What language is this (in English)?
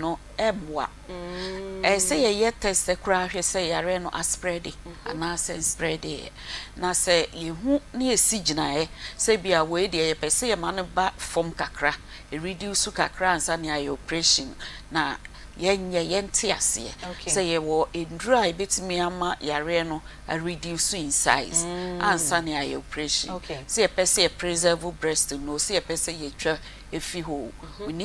Akan